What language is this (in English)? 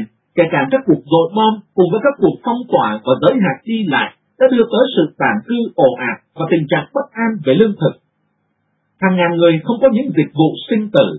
Vietnamese